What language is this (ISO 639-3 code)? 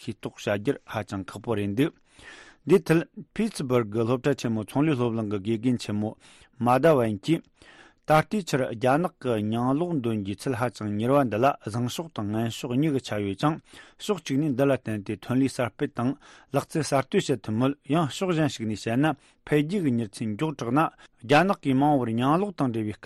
bod